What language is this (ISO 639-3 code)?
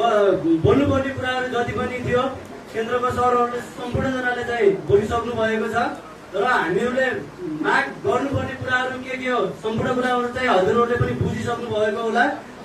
nep